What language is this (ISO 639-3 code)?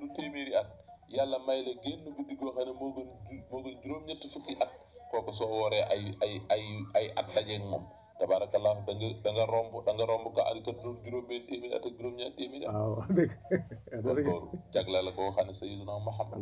wol